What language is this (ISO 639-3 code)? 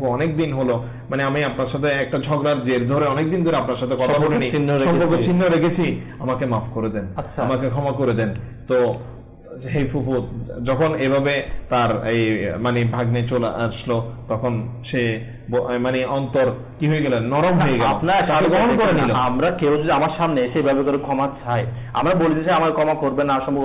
ben